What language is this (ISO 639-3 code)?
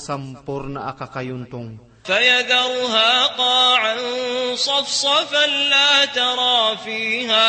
mrw